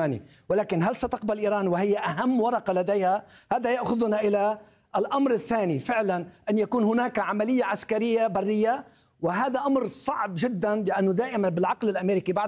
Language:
Arabic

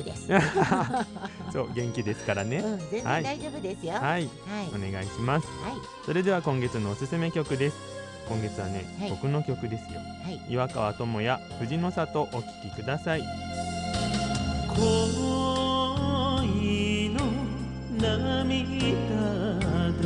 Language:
Japanese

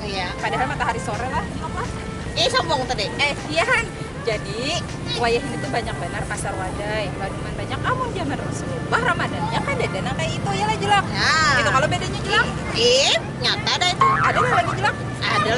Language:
Banjar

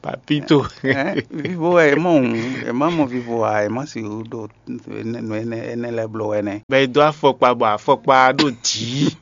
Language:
Fon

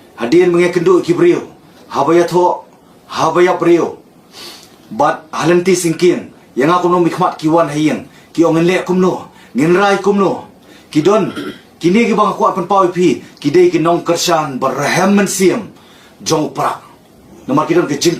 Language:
Khasi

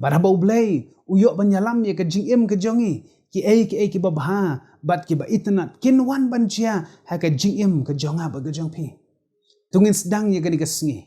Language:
Khasi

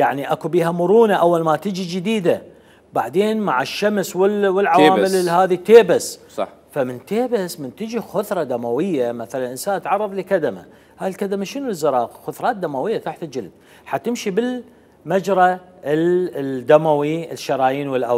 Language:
Mesopotamian Arabic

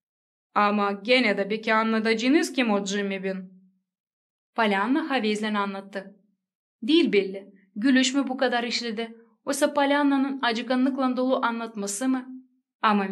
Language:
Gagauz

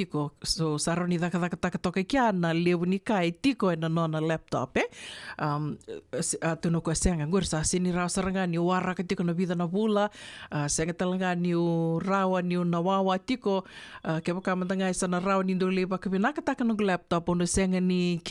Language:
Fijian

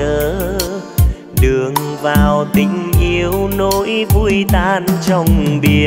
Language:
Vietnamese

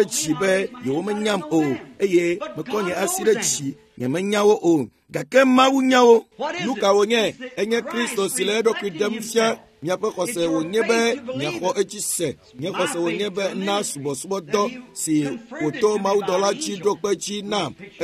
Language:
Ewe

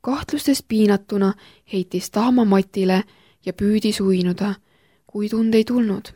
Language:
Estonian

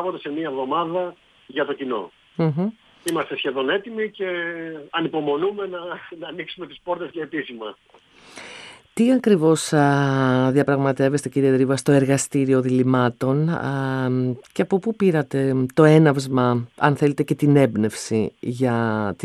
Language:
Greek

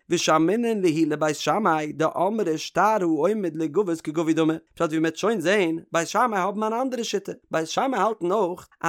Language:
Yiddish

